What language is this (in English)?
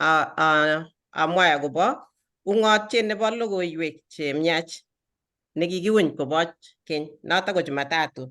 Kalenjin